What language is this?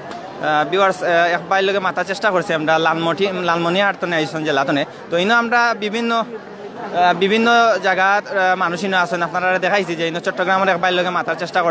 Sylheti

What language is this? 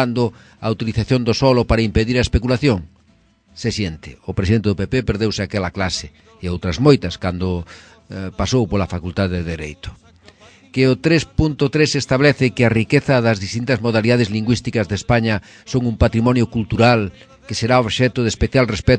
Galician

